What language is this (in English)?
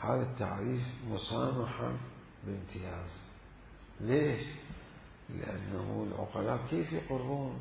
Mesopotamian Arabic